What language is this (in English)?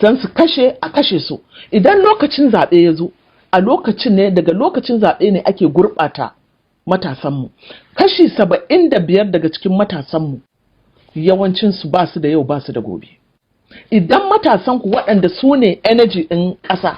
Hausa